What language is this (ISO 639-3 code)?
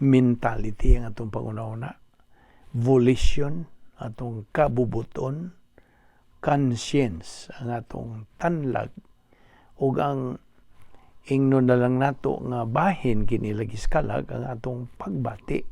ceb